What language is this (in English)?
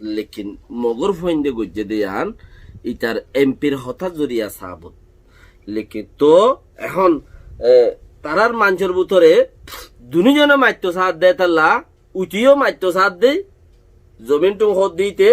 Rohingya